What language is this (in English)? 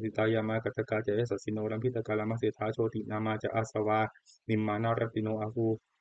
Pali